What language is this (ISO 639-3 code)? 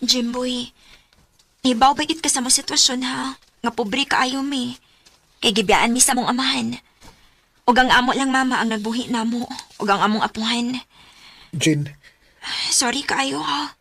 ceb